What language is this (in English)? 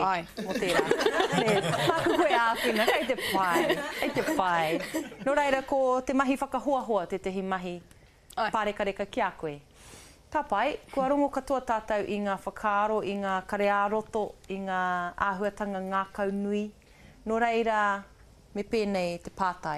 Māori